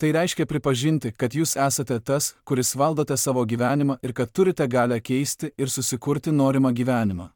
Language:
Lithuanian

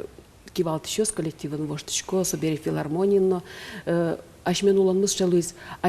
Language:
Udmurt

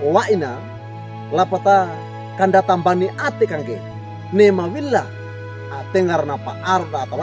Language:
Wejewa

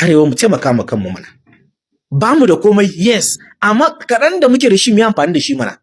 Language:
Hausa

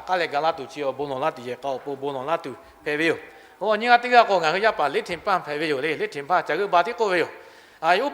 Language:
Lahu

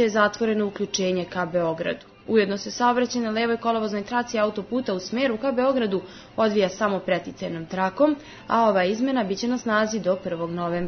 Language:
Serbian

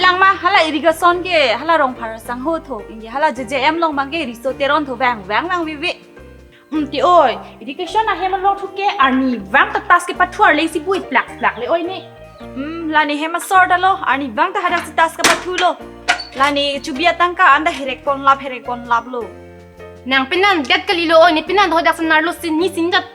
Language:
Karbi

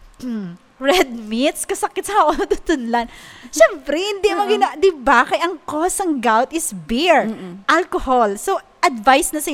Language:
Hiligaynon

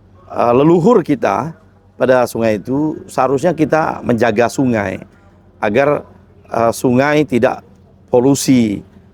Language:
Musi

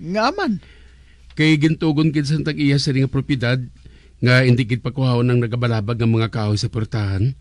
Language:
Hiligaynon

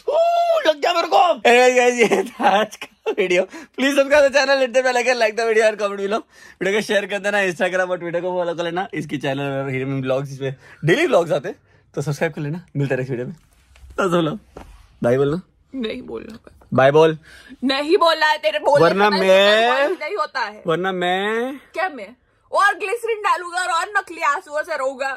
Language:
Hindi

